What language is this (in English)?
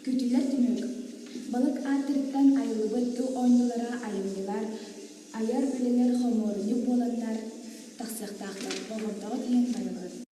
Yakut